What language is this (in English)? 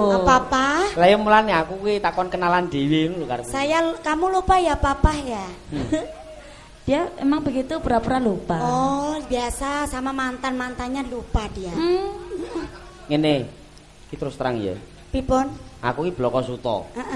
Javanese